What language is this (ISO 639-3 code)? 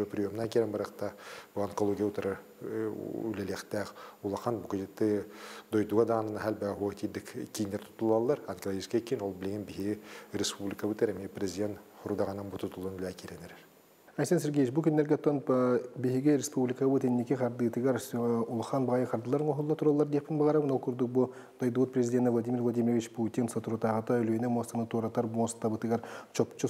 sah